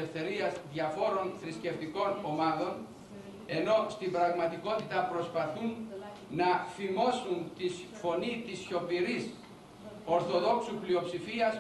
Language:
Greek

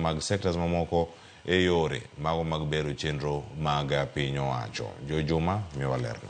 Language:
Luo (Kenya and Tanzania)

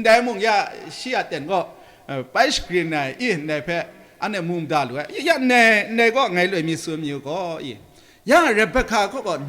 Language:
Kachin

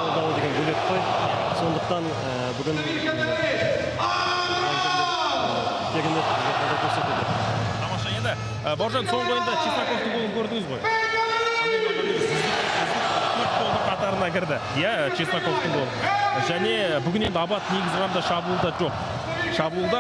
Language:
Kazakh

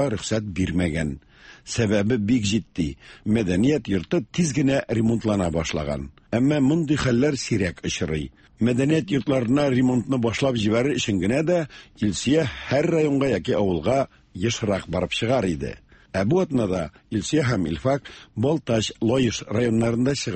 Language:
Tatar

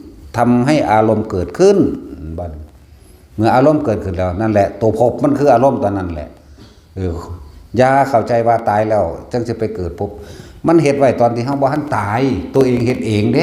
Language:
Lao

